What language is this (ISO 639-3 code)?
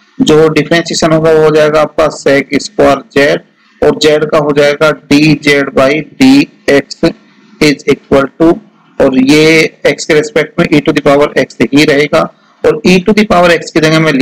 hin